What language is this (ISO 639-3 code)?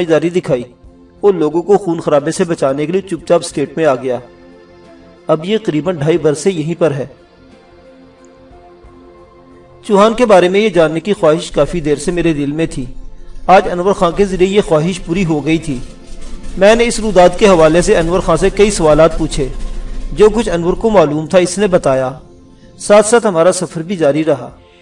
urd